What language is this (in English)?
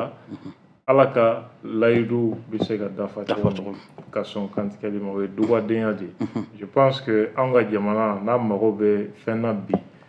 Bambara